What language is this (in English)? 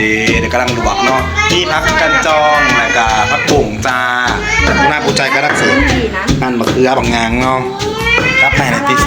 Northeastern Thai